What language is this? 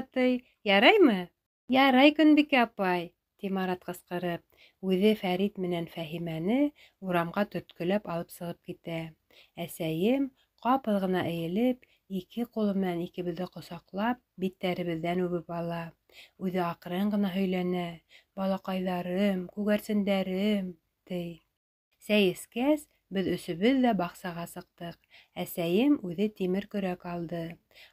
Bashkir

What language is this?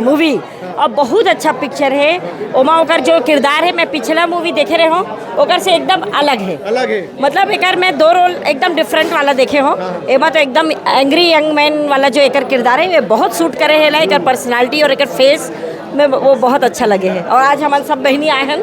Chhattisgarhi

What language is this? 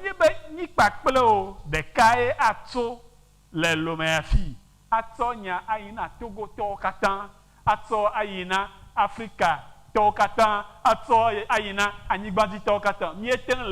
Ewe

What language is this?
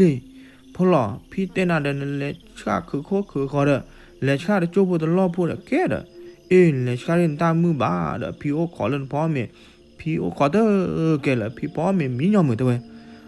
S'gaw Karen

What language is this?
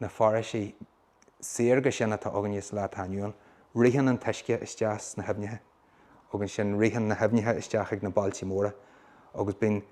Irish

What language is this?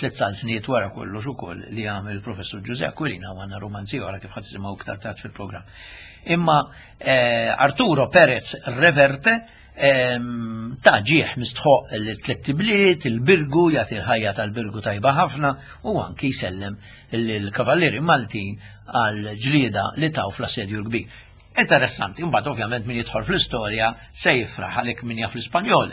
Maltese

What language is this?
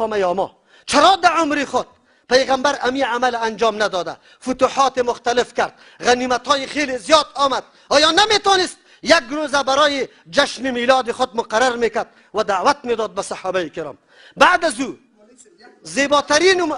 Tajik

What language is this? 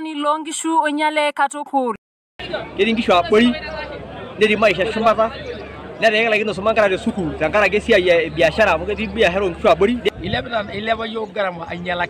Masai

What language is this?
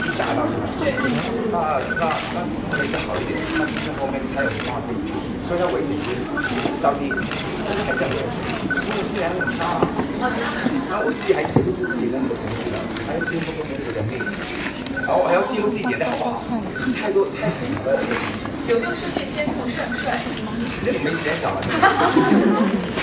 Chinese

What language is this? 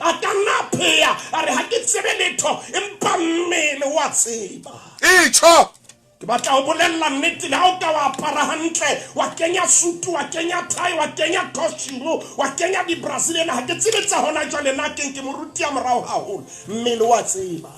Southern Sotho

